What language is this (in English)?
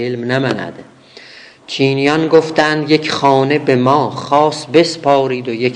South Azerbaijani